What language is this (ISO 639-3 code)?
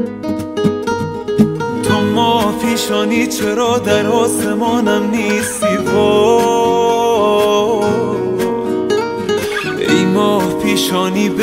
fas